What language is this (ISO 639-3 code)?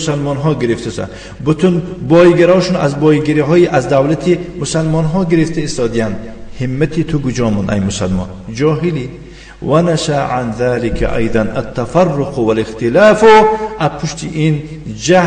tgk